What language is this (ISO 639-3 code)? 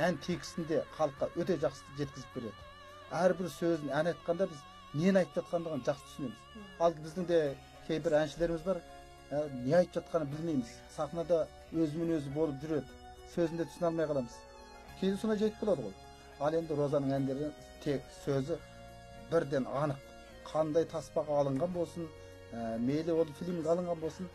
kaz